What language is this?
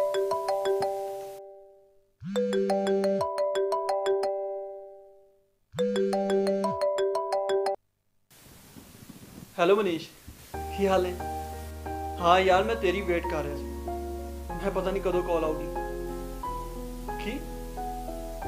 Punjabi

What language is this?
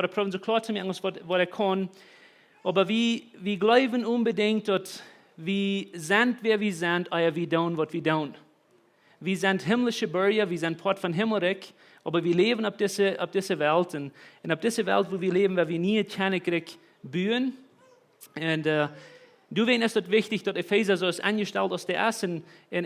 Plautdietsch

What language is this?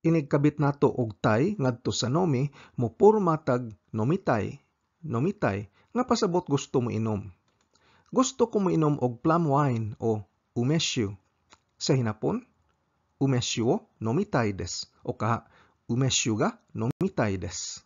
Cebuano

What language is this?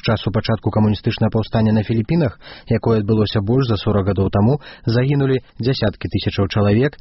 Belarusian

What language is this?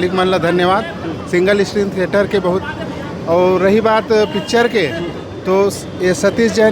Chhattisgarhi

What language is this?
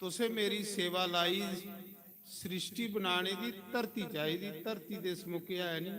Dogri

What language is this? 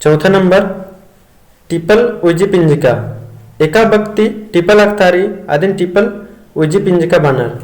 Kurukh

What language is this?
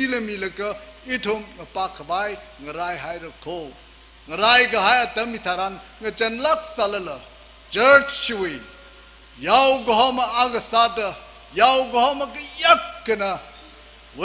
Tangkhul Naga (India)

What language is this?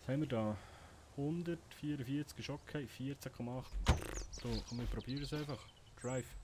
Swiss German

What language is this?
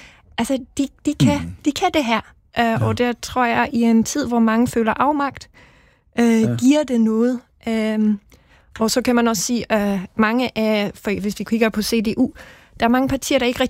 Danish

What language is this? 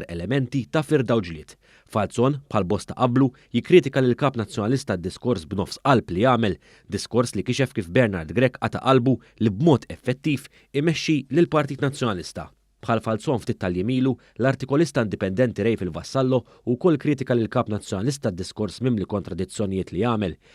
Maltese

